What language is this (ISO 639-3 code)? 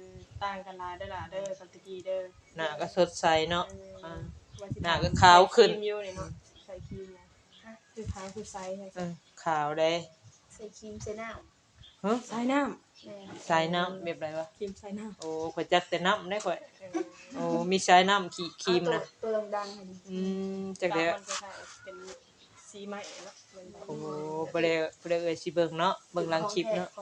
tts